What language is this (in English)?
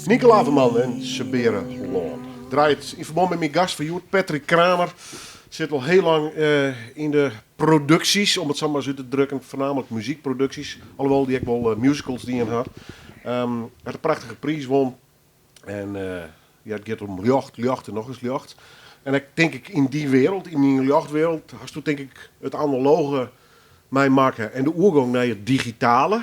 Western Frisian